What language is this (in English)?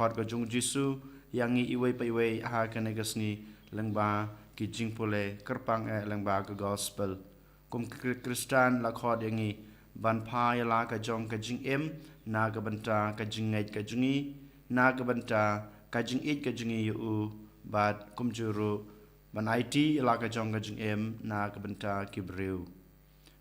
Khasi